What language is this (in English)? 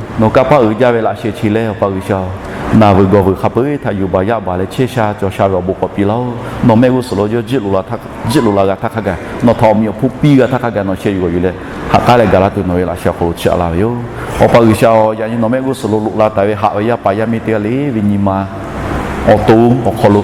Lahu